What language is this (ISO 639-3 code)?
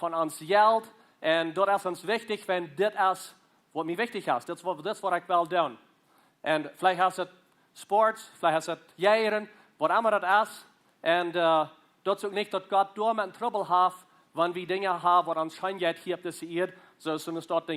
pdt